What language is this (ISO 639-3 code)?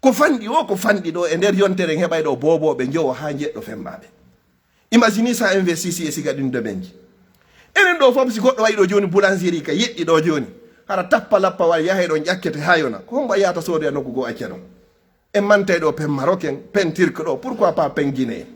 ful